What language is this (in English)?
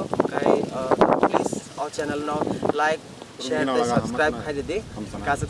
Kok Borok